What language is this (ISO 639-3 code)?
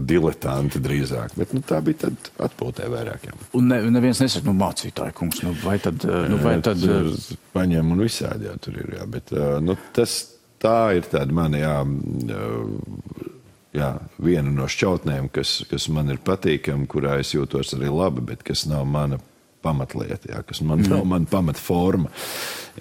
lav